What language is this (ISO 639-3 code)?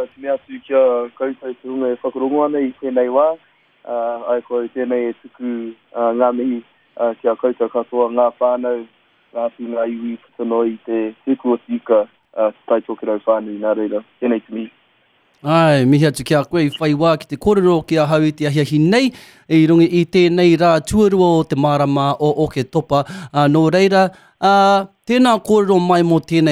mri